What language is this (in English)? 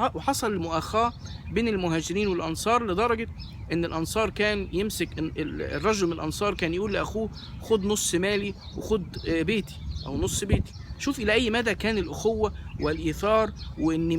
Egyptian Arabic